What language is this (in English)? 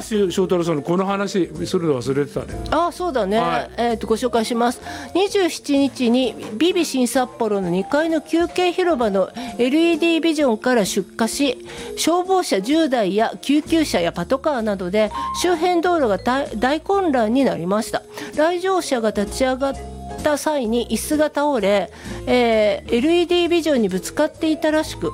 Japanese